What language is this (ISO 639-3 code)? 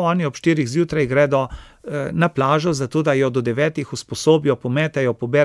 slv